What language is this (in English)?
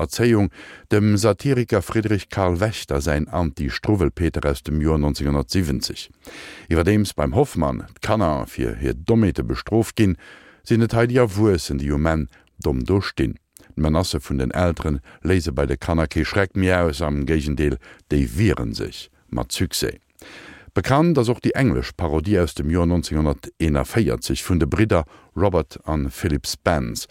Luxembourgish